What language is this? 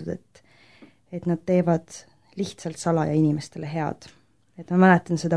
Estonian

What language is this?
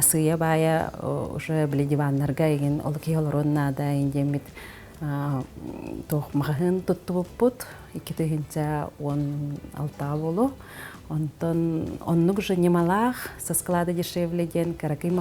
Yakut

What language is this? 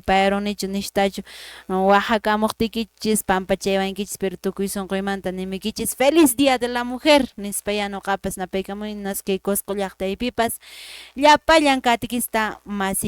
Quechua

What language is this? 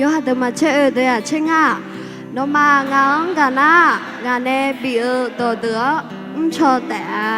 Akha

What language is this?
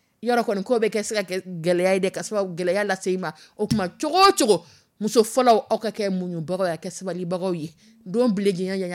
Dyula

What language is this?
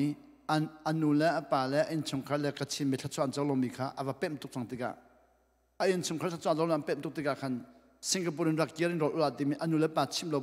Hakha Chin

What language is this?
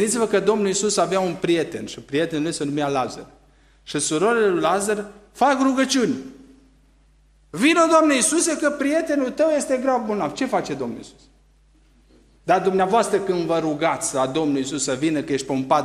Romanian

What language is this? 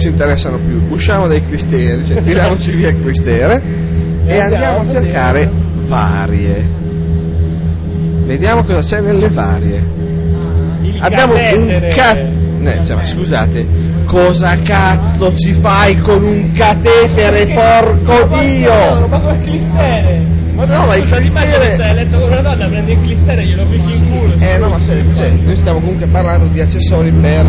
Italian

